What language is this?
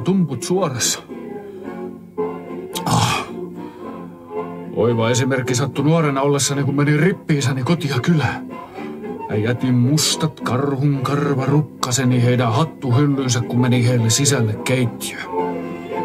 Finnish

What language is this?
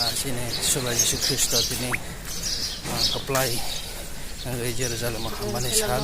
Kok Borok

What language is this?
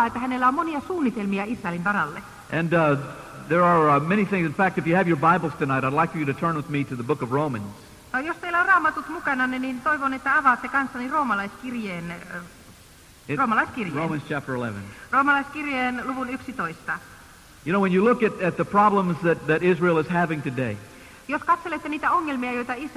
Finnish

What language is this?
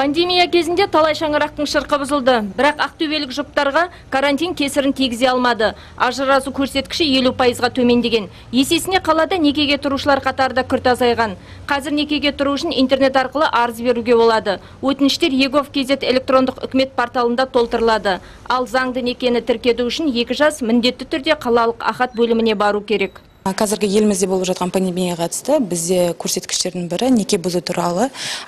Kazakh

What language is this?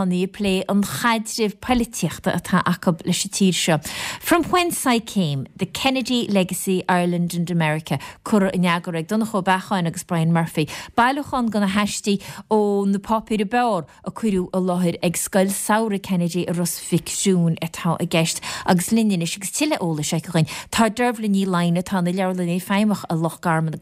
Irish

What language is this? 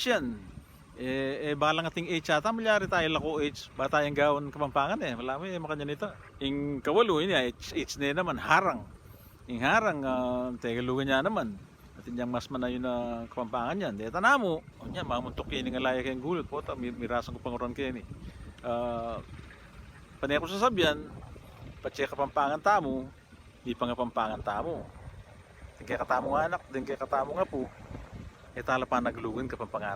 Pampanga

